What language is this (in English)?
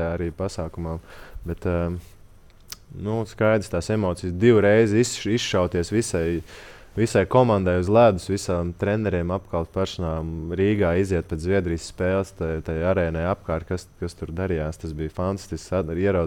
Latvian